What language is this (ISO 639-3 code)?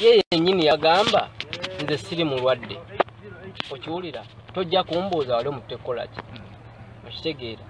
lug